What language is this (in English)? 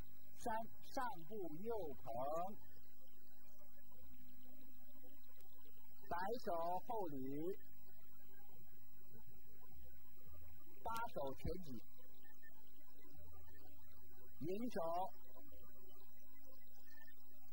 Chinese